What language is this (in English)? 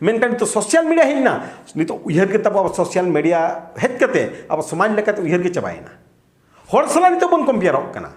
Santali